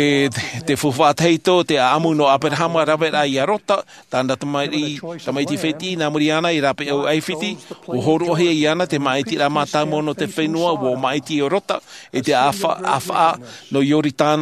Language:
Tahitian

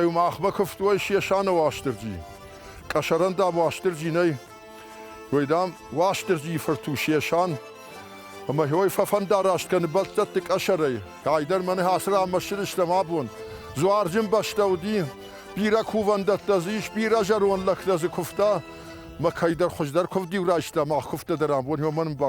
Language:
Ossetic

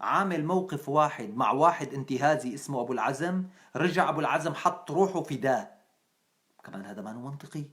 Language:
North Levantine Arabic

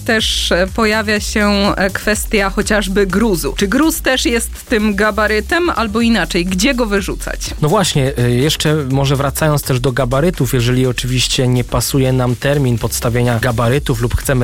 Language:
Polish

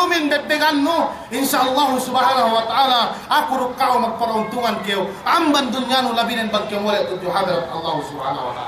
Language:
Yakan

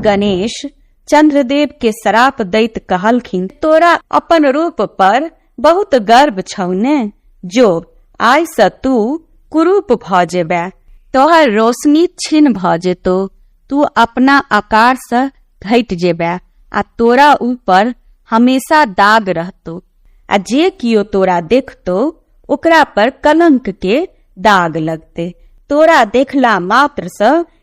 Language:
Maithili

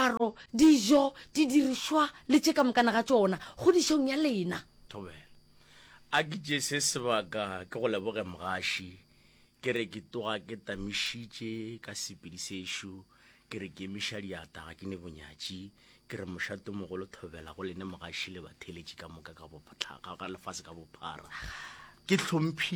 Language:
Northern Sotho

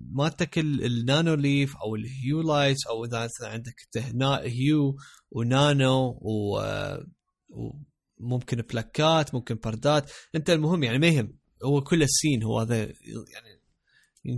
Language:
Mesopotamian Arabic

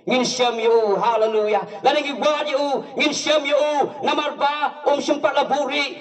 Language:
Khasi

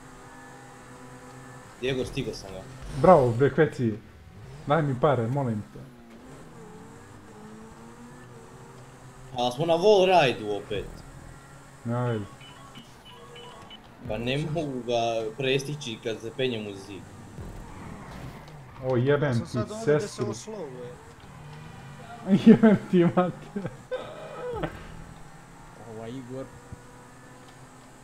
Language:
Croatian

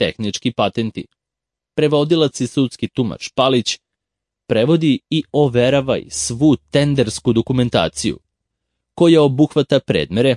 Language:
Serbian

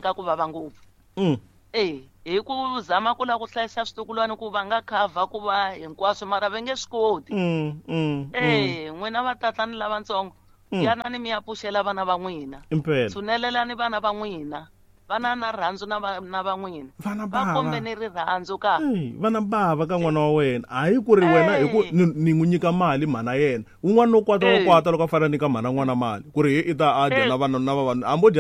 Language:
Tsonga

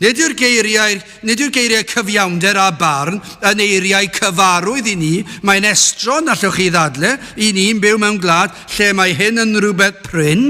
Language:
Welsh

